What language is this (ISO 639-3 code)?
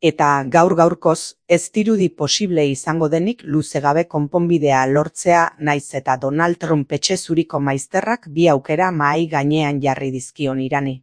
eus